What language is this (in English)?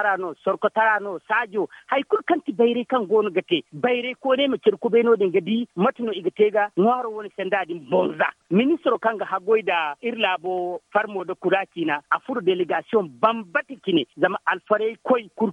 Zarma